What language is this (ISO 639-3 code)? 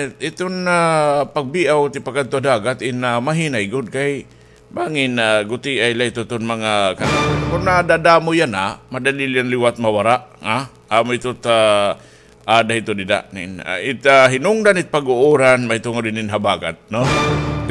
war